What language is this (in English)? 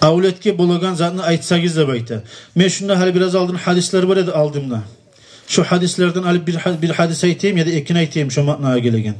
Kumyk